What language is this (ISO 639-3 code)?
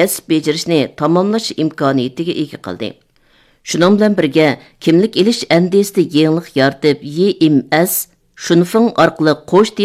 uig